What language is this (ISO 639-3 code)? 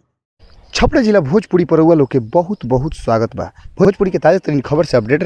bho